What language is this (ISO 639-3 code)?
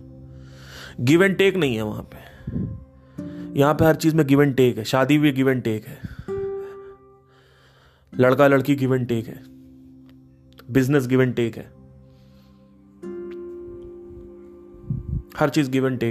hin